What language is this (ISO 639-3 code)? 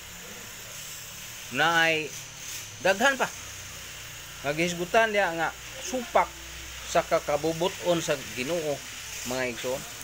ceb